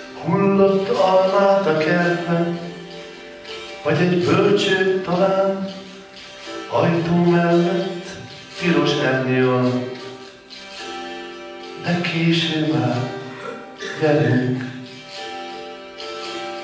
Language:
Hungarian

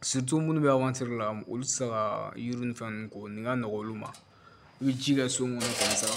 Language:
Bambara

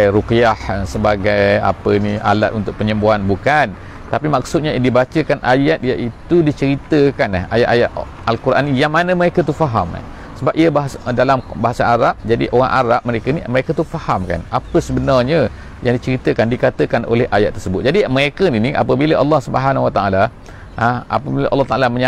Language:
Malay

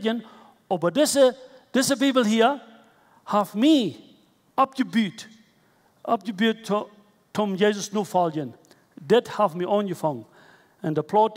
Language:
Plautdietsch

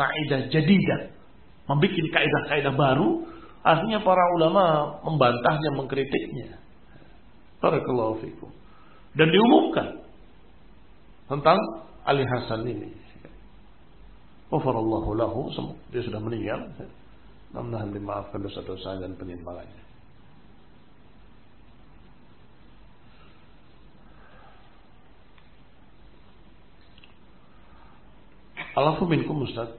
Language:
Indonesian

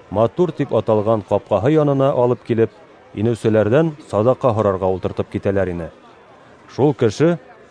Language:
Bashkir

